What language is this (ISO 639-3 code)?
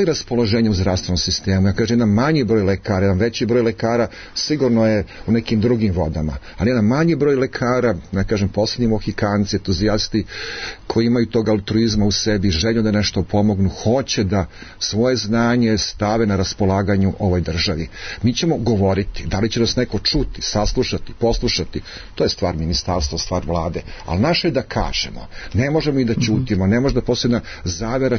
srp